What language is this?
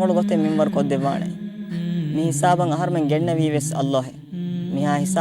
Divehi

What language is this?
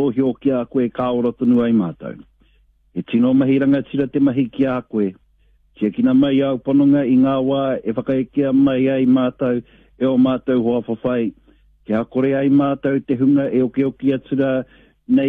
Māori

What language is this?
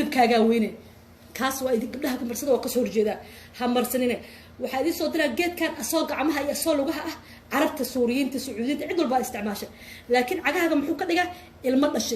Somali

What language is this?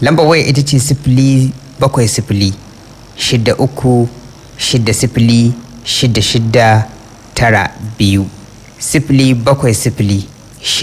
Hausa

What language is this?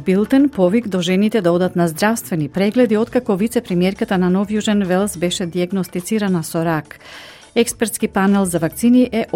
Macedonian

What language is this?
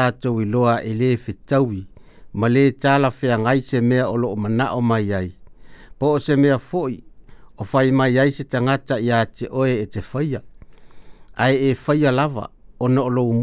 Samoan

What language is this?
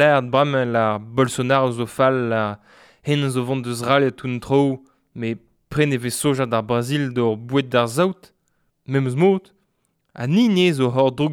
Breton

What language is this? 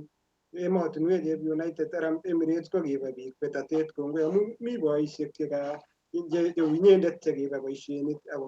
Kalenjin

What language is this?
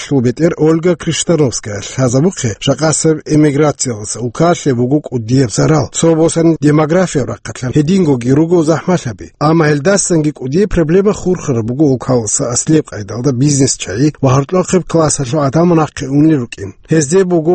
Avaric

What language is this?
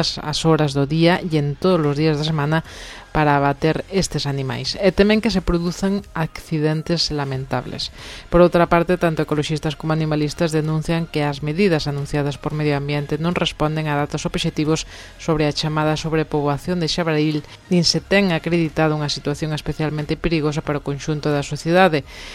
Galician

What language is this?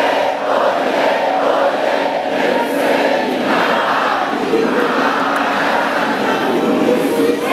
Lingala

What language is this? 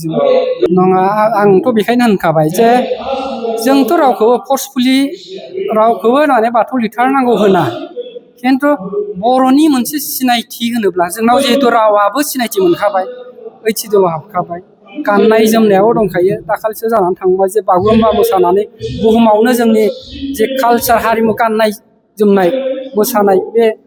Bodo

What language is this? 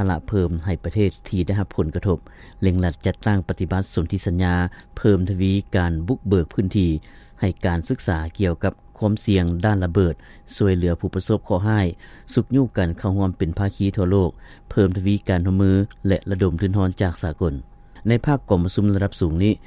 Lao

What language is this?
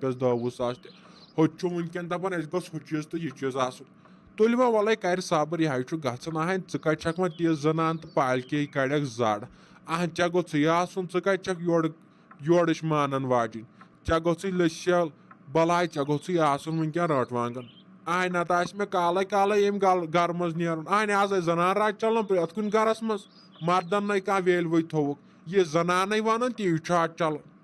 Kashmiri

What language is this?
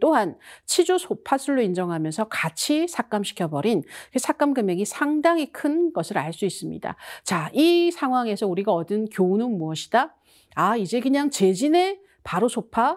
Korean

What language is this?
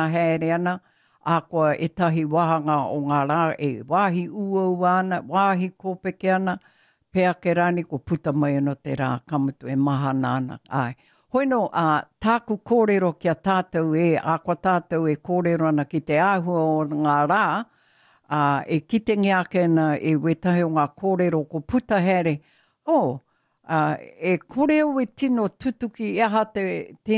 Māori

